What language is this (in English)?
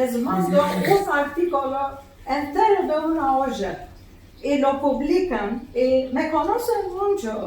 Ladino